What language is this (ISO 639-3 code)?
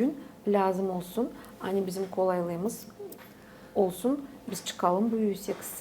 gag